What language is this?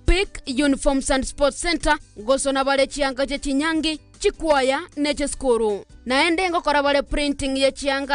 Gusii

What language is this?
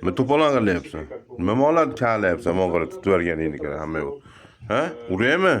Uzbek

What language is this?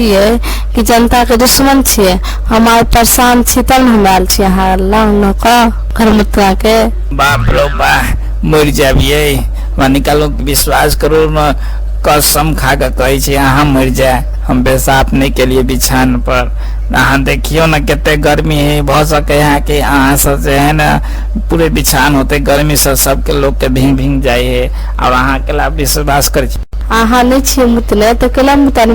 Maithili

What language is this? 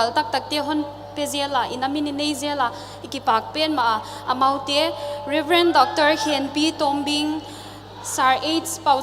Paite Chin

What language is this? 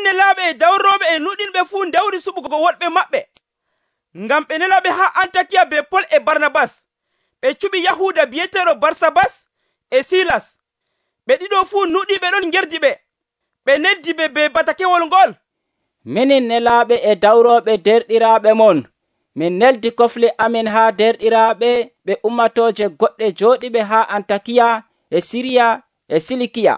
Nigerian Fulfulde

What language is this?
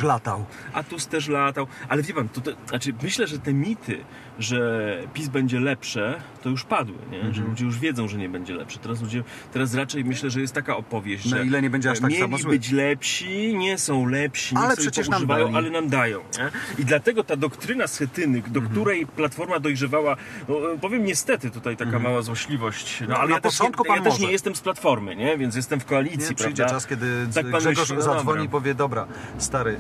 Polish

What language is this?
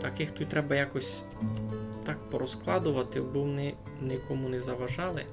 Rusyn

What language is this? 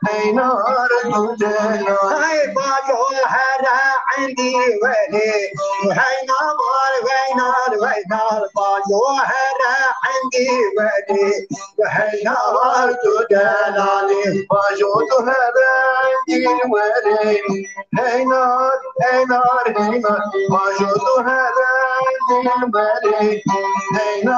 Kurdish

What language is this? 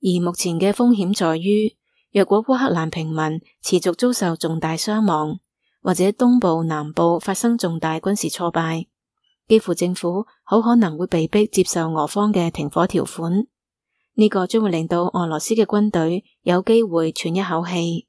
Cantonese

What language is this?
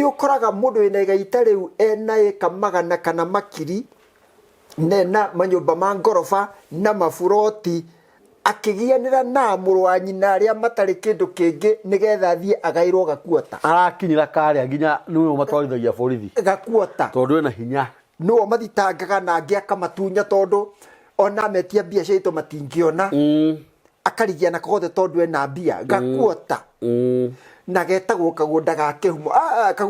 Kikuyu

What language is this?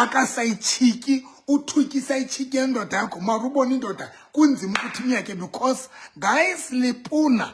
Southern Sotho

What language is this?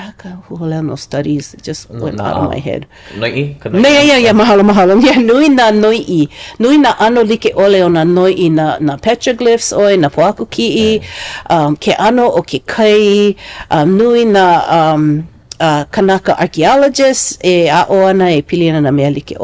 Hawaiian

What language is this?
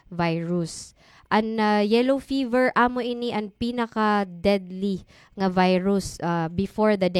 Waray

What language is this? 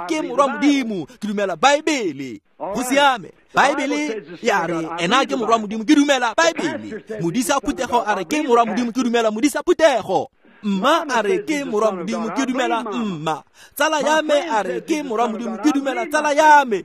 Tswana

